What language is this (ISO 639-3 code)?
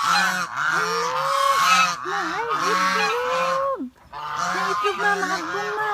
ceb